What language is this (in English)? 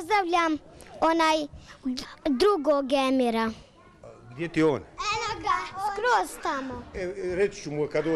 Bosnian